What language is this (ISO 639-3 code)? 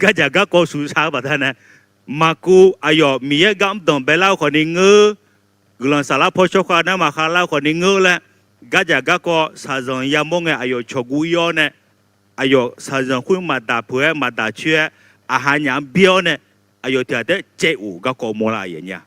ahk